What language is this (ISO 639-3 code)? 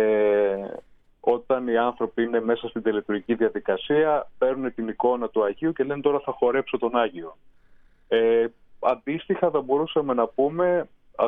ell